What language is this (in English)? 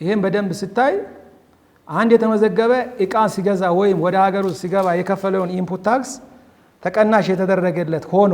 Amharic